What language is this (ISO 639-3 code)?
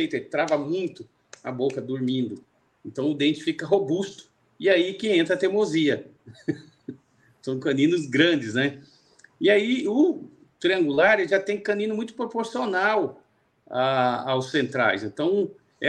por